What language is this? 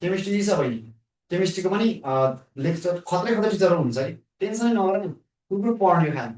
Nepali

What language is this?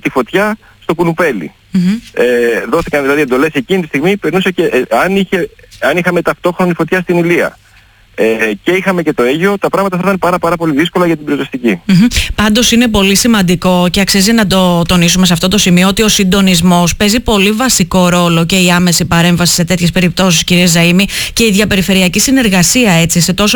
Greek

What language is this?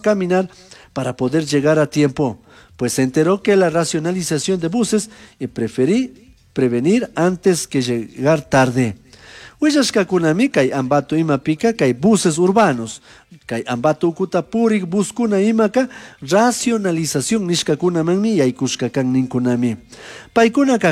Chimborazo Highland Quichua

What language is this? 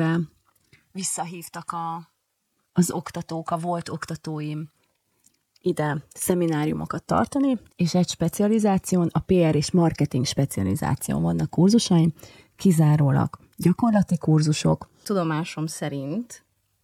Hungarian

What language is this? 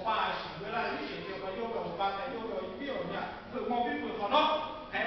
Lahu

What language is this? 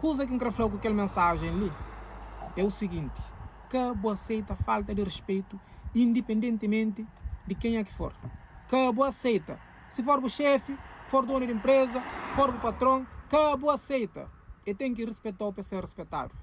Kabuverdianu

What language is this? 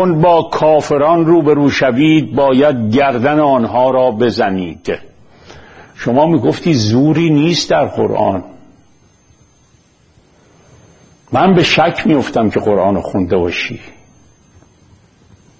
Persian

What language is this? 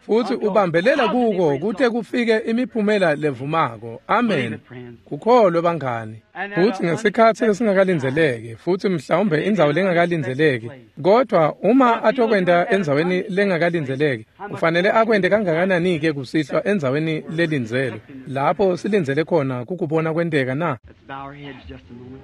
Swati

